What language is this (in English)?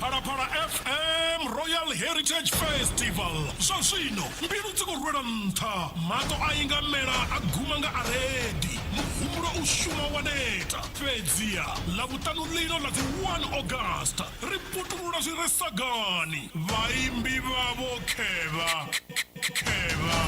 Venda